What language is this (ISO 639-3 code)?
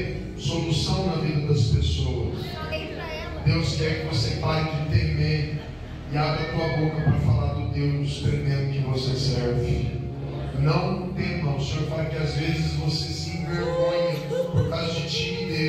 por